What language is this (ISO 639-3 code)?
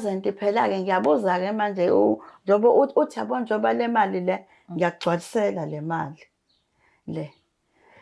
zul